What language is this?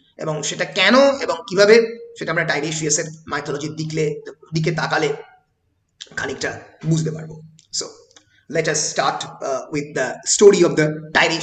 Bangla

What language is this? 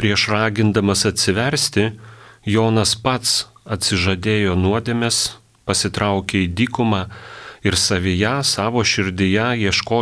Lithuanian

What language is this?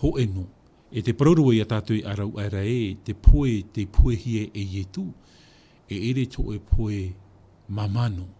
Tahitian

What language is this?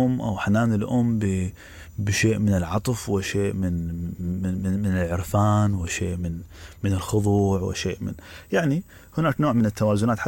Mesopotamian Arabic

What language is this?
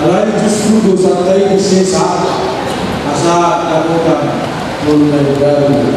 Batak Toba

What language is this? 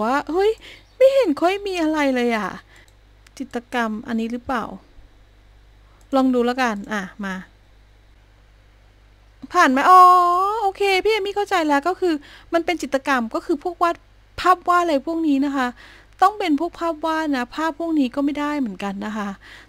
Thai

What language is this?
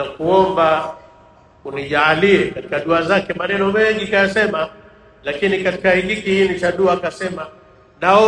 Swahili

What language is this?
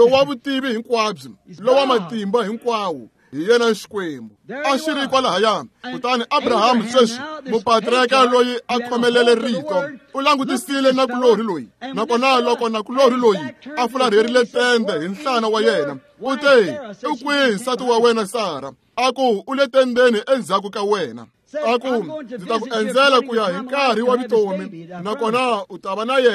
Tsonga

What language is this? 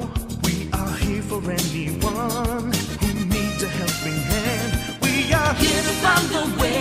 Waray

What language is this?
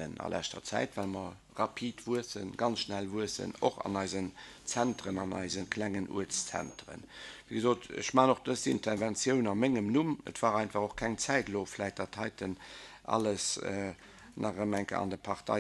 Luxembourgish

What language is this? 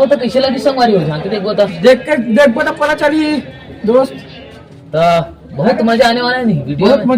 Chhattisgarhi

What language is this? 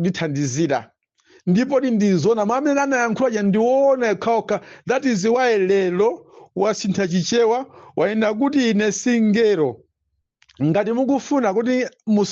Nyanja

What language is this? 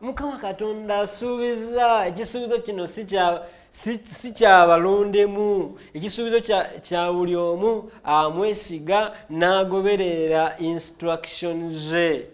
Ganda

